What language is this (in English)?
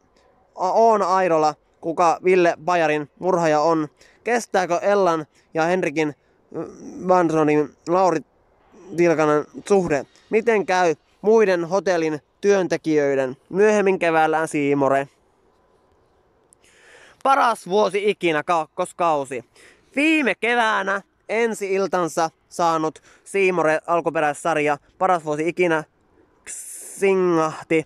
Finnish